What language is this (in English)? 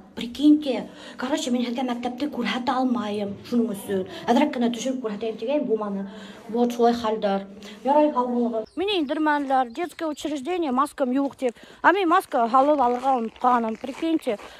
Bashkir